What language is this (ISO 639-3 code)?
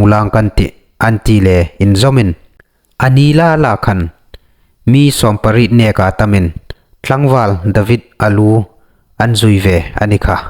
hmr